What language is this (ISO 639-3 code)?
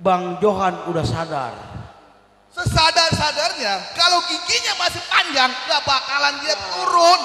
bew